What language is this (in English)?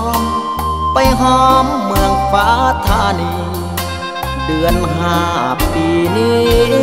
Thai